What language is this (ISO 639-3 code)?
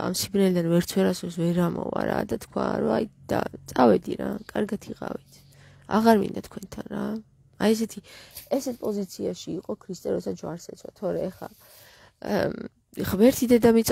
kat